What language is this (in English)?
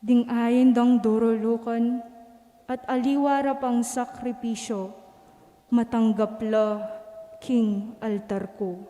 Pampanga